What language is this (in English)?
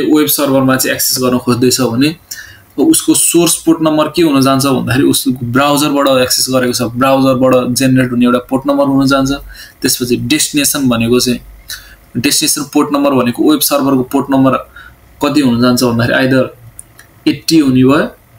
Nepali